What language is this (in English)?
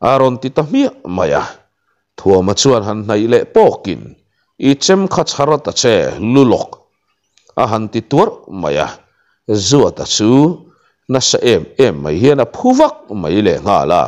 Mizo